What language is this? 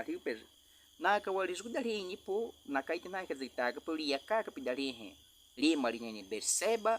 Baniwa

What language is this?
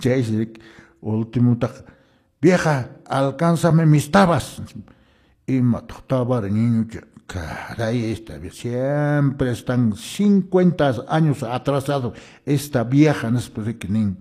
Quechua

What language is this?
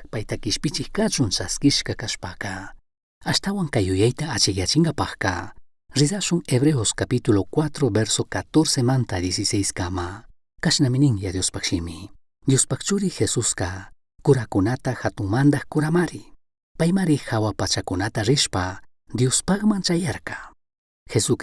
Chimborazo Highland Quichua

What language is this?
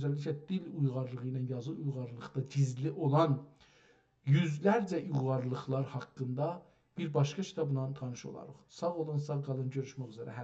South Azerbaijani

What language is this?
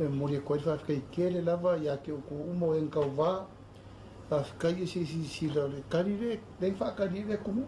Samoan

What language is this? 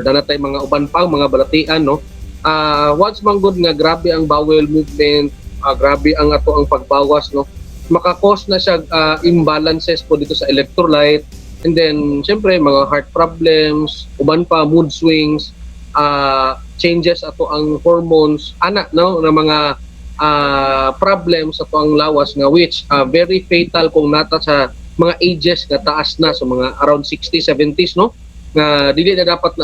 Cebuano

